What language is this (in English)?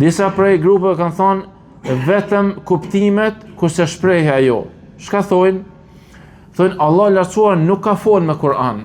Albanian